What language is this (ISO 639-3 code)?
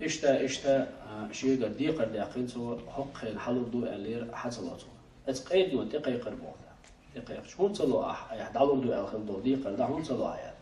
che